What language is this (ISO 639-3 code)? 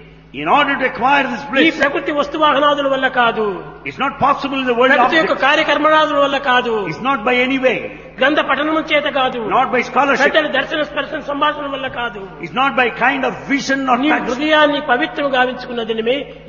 tel